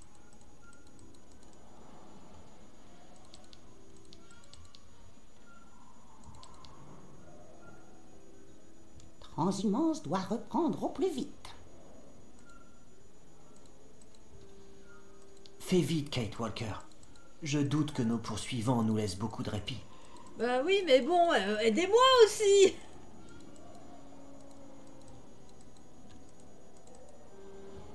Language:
French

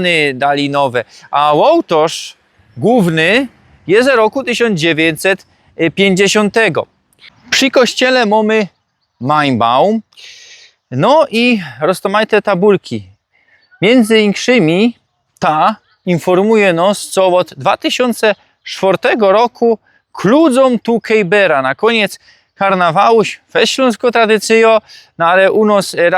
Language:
Silesian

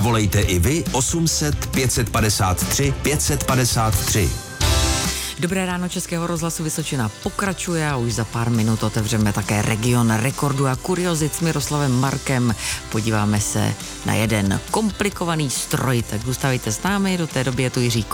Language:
Czech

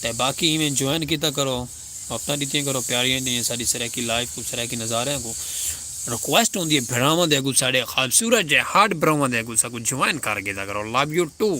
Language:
Saraiki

